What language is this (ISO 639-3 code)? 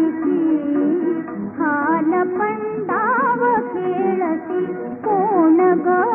mar